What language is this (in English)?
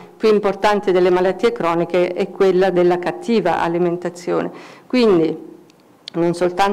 Italian